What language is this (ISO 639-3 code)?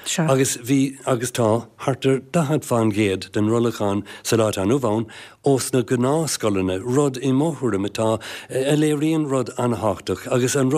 gle